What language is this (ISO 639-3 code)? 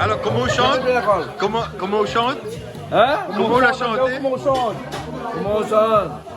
rcf